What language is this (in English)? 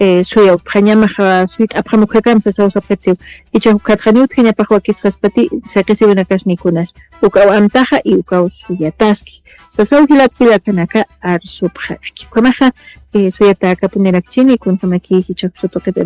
Aymara